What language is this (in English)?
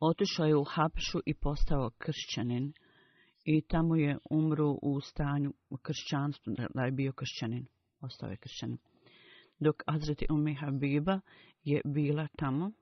Bosnian